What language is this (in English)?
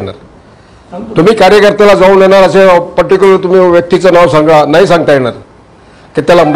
Marathi